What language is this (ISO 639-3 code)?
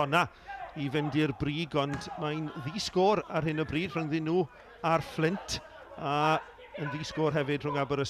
cym